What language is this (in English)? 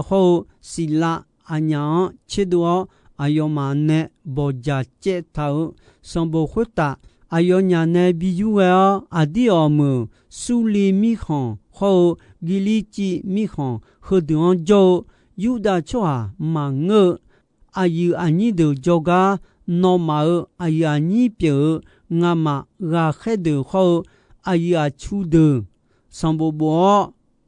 Akha